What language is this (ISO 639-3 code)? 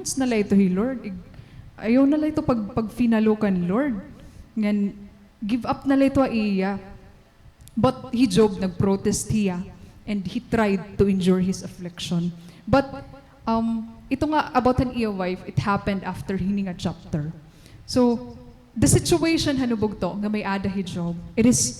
war